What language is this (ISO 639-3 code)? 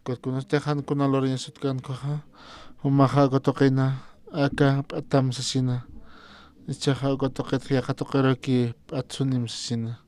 aym